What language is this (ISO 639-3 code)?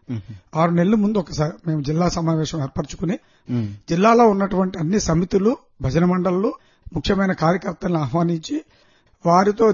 tel